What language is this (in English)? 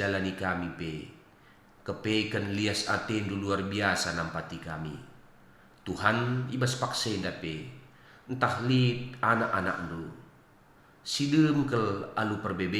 Batak Karo